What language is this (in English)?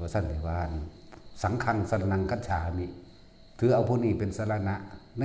Northeastern Thai